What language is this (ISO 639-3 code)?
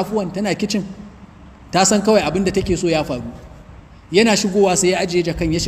hau